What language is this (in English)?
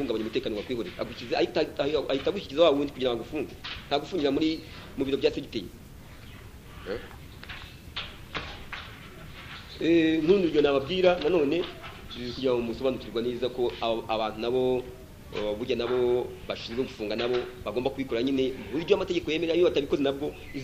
Kinyarwanda